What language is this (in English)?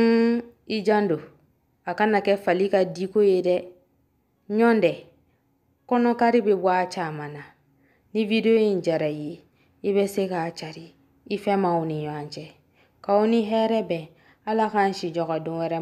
Bambara